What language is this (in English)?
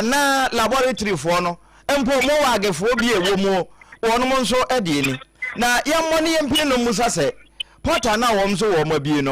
Akan